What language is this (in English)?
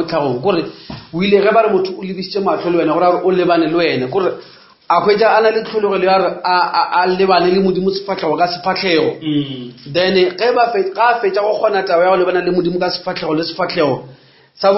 Northern Sotho